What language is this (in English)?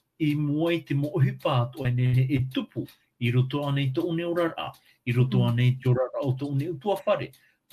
Tahitian